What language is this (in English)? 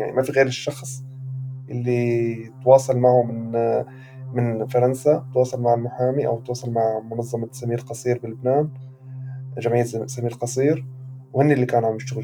North Levantine Arabic